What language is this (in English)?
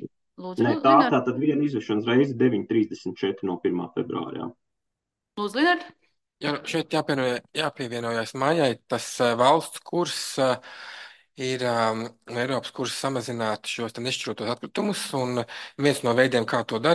Latvian